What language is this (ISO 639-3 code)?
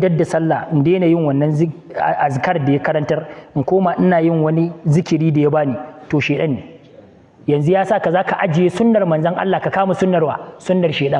hau